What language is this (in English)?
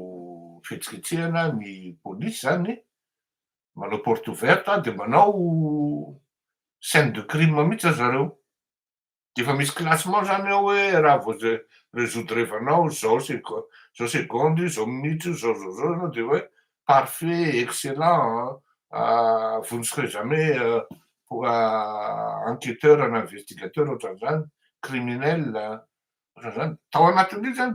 Malagasy